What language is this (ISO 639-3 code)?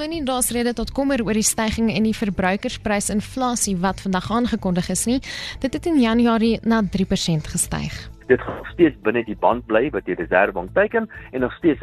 afr